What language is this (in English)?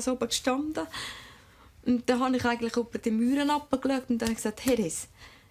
Swiss German